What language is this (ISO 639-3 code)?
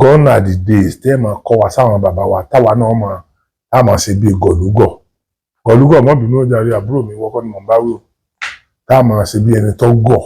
yor